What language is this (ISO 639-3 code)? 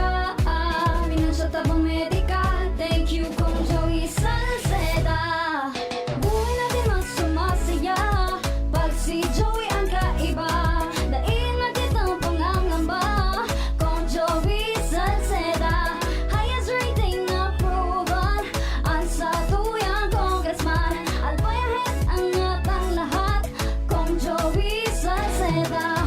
bik